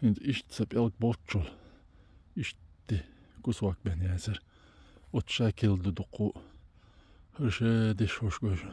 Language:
Chechen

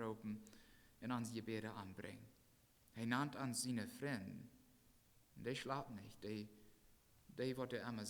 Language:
Plautdietsch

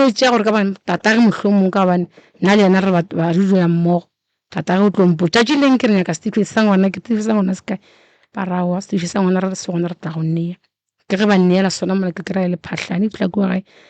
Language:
Northern Sotho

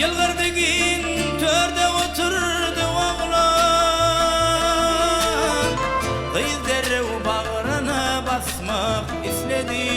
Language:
Turkmen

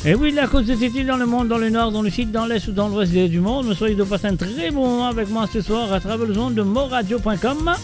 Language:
Morisyen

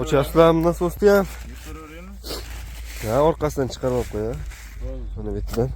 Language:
Uzbek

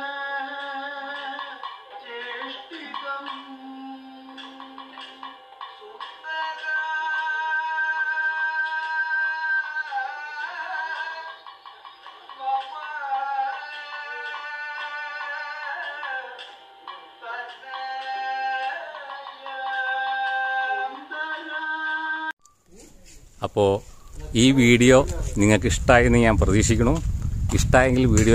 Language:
Malayalam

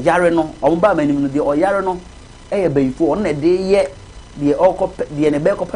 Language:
Akan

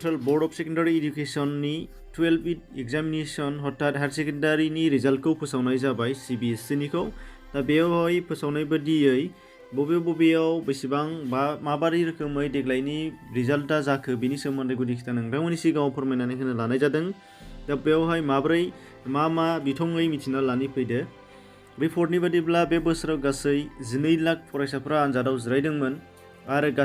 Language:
Bodo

